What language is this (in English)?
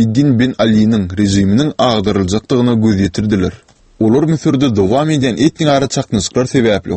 Turkmen